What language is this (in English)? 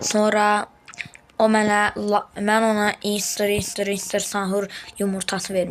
Azerbaijani